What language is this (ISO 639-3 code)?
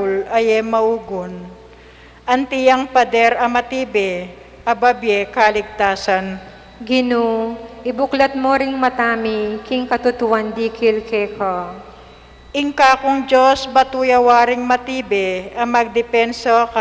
pam